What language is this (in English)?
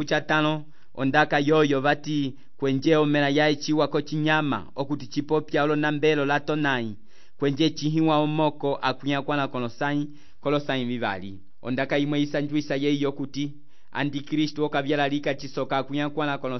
Umbundu